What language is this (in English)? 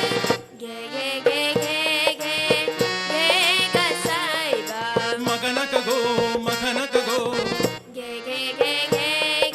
Konkani